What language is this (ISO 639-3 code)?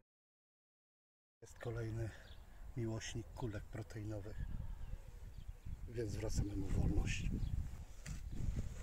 pol